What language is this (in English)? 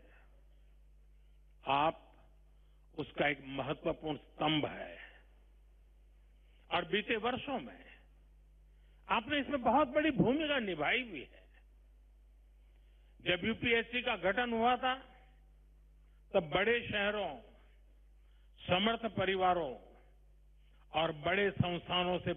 Hindi